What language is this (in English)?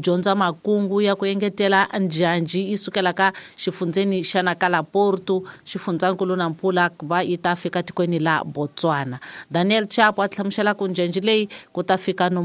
Tsonga